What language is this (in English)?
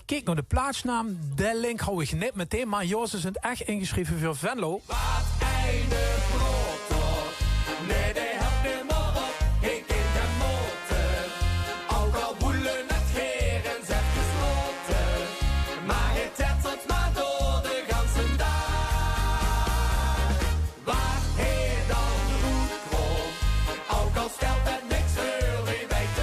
Limburgish